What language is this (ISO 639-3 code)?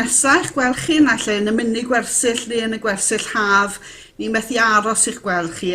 cym